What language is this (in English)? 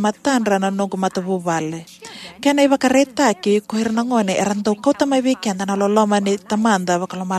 Fijian